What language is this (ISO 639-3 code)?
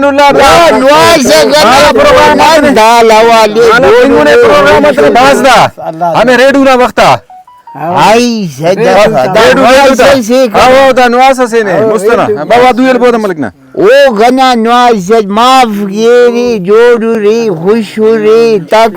brh